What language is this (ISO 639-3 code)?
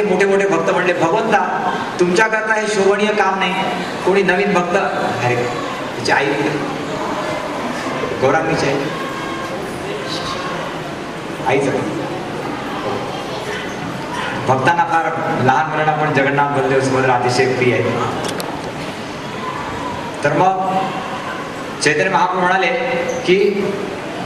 mar